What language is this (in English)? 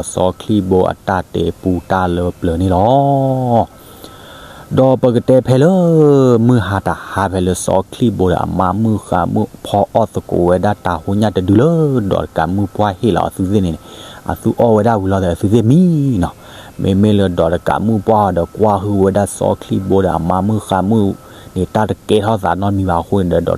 S'gaw Karen